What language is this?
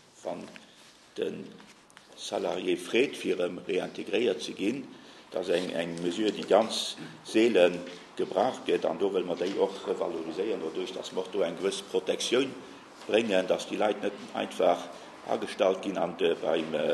Luxembourgish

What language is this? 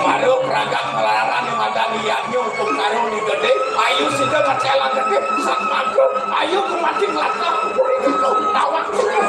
Balinese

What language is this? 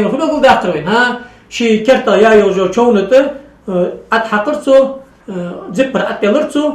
Ingush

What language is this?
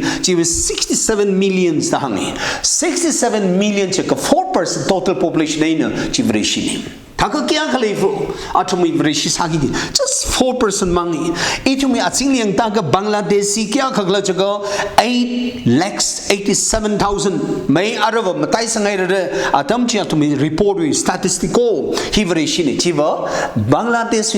Tangkhul Naga (India)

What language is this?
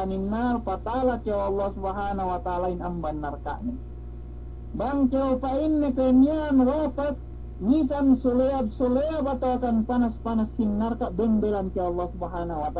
Yakan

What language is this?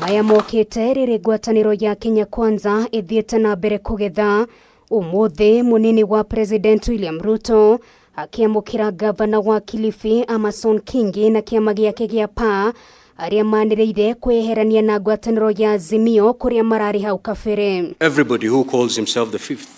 Kikuyu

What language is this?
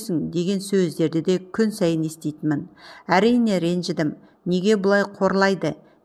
Kazakh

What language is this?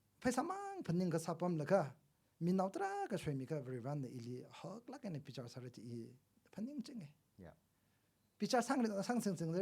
Tangkhul Naga (India)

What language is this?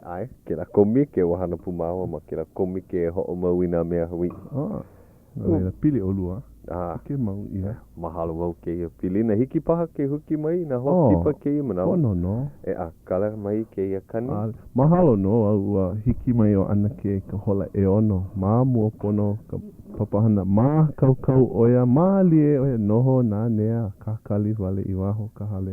Hawaiian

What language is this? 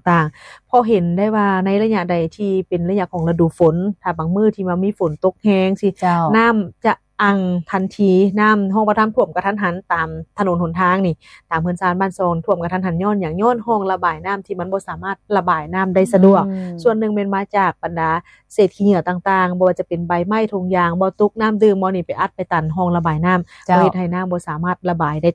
Lao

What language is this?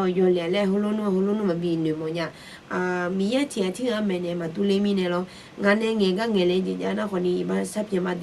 Akha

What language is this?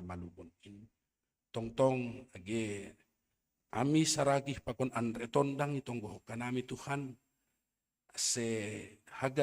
Batak Simalungun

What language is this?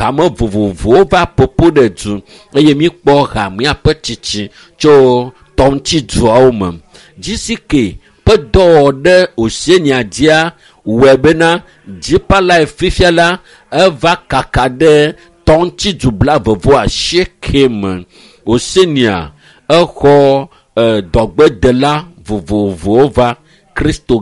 Ewe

